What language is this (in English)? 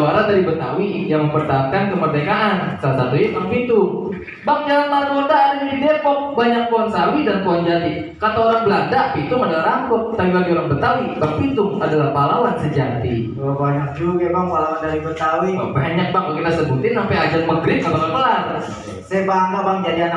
Betawi